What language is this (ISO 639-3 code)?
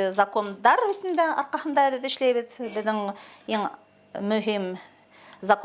bak